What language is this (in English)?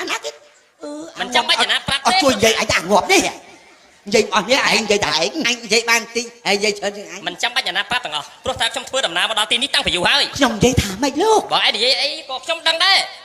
Khmer